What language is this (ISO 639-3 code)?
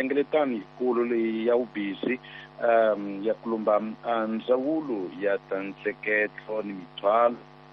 tso